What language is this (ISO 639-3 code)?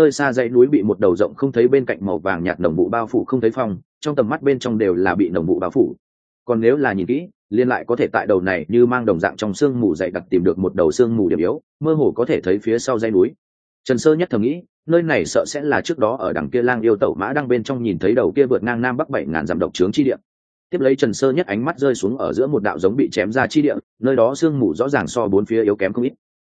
vie